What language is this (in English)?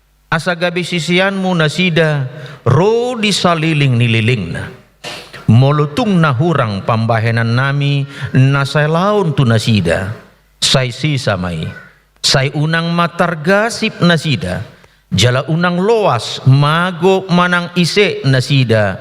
Batak Toba